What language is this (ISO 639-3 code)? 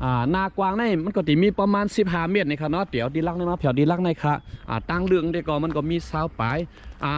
shn